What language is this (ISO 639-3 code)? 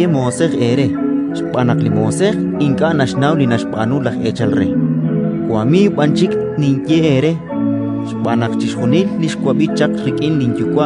kek